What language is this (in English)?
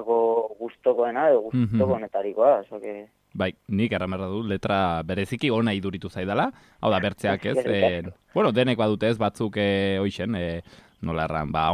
Basque